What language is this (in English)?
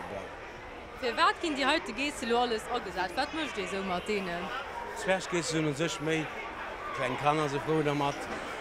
Luxembourgish